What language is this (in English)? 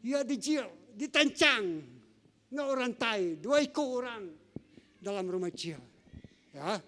Iban